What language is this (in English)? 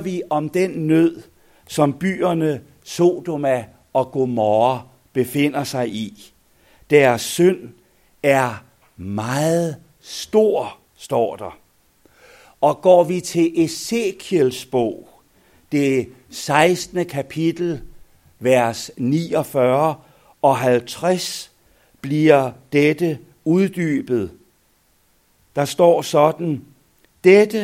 Danish